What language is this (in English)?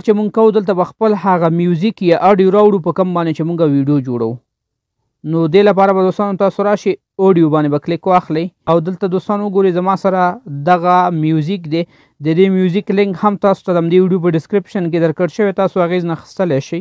Pashto